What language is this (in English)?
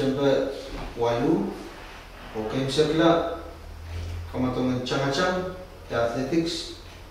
Pohnpeian